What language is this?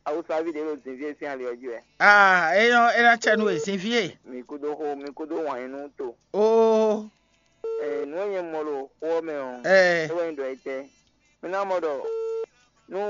Fon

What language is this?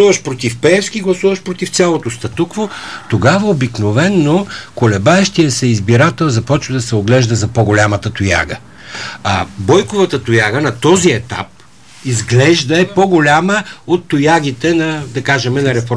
Bulgarian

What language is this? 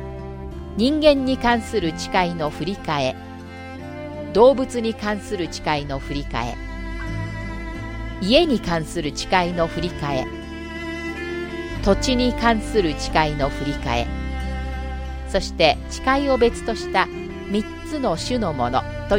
Japanese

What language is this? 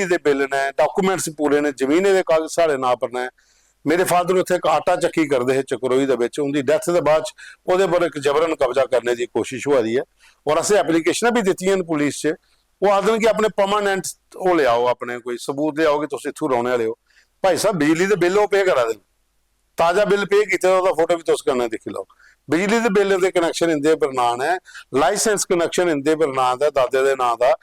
Dogri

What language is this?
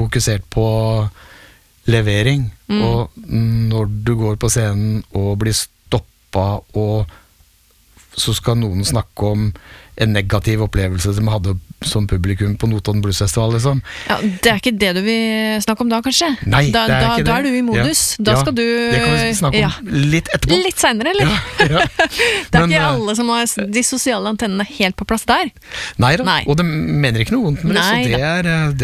Norwegian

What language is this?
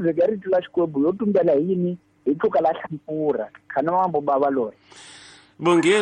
Tsonga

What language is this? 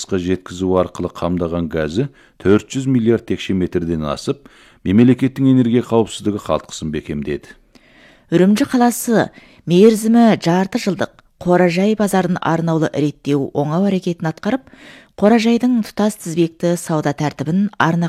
Kazakh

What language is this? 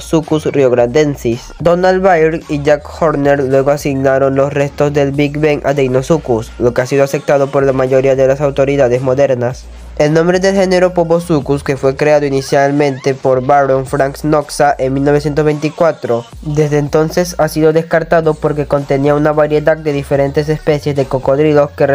Spanish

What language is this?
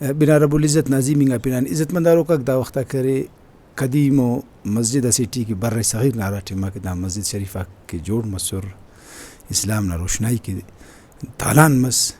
Brahui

